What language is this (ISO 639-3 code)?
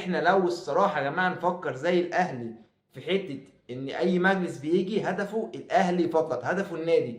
arz